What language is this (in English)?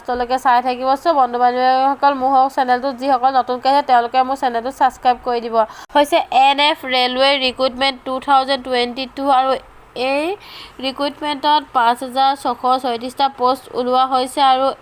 Assamese